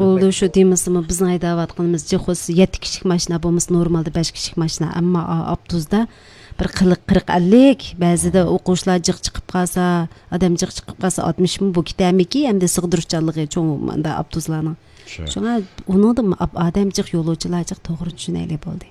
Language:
Uyghur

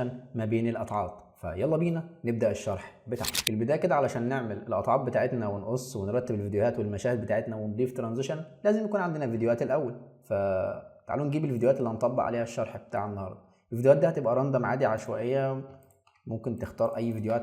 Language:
Egyptian Arabic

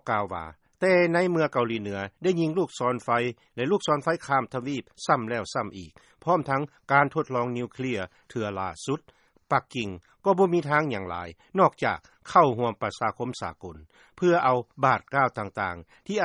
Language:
Lao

